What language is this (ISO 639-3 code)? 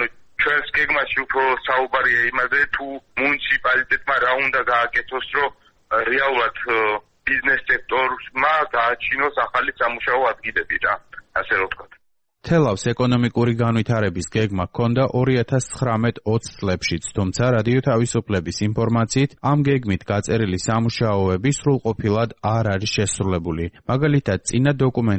kat